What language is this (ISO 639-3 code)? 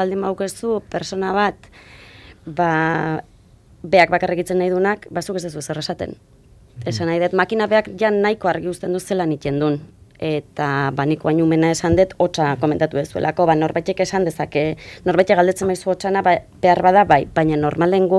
eus